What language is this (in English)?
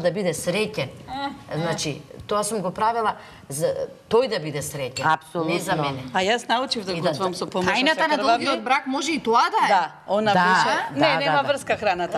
Macedonian